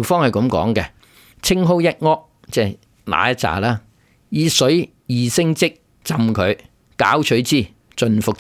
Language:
Cantonese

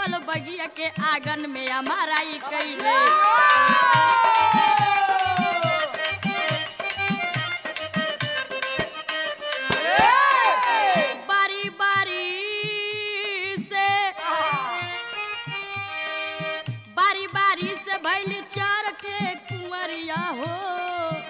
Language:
Bhojpuri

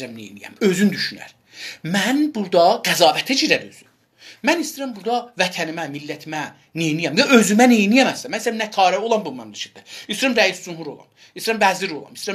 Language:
South Azerbaijani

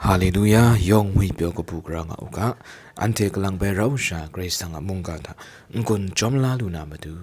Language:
Kachin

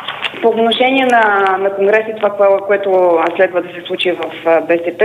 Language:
Bulgarian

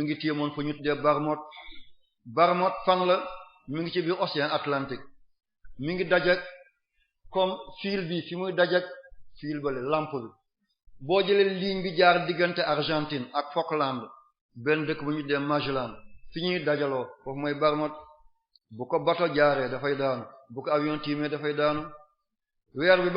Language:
Wolof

